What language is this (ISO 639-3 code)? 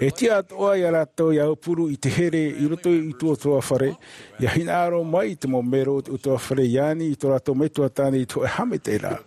tah